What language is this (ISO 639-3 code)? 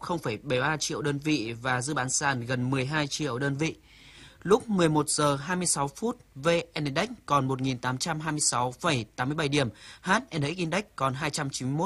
vie